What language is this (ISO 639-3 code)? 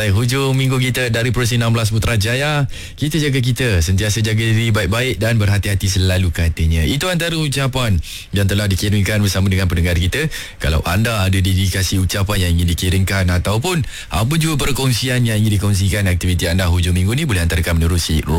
msa